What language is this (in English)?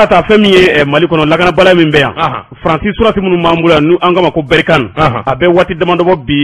Bambara